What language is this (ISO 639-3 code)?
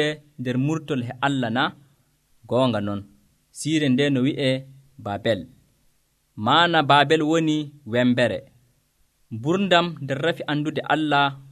fuv